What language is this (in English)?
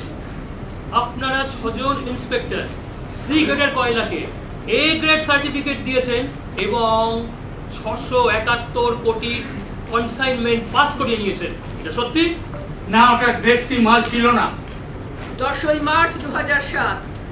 Bangla